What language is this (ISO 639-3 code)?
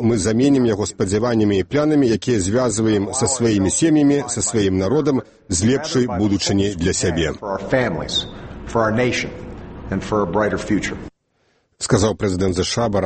bel